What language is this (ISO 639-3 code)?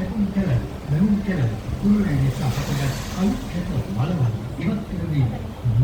sin